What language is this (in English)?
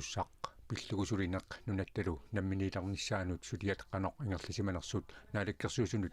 Kalaallisut